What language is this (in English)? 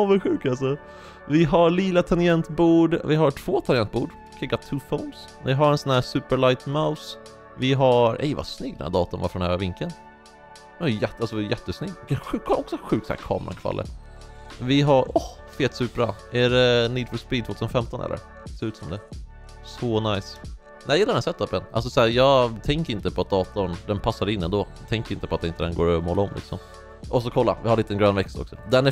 Swedish